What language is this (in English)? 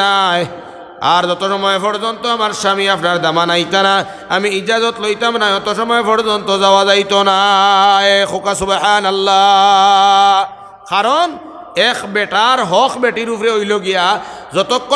Sylheti